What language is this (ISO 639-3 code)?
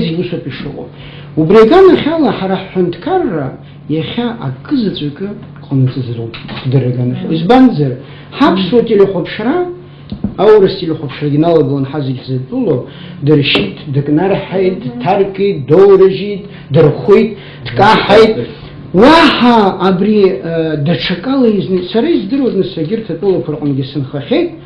abk